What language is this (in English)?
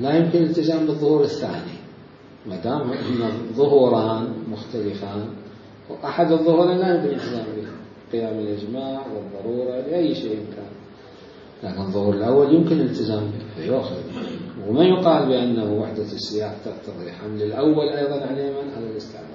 Mesopotamian Arabic